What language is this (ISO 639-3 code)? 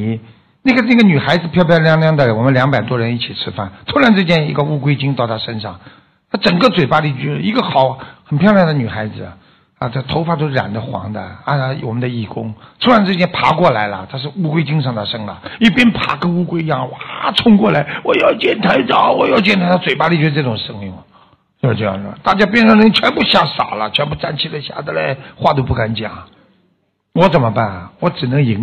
zho